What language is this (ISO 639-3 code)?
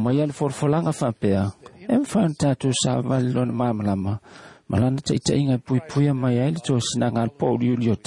smo